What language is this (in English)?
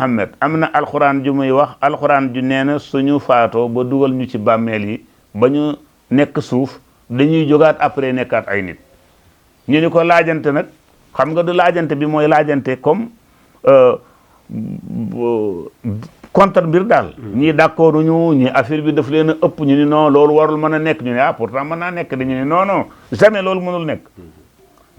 Wolof